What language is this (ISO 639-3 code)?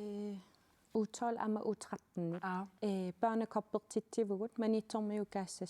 kal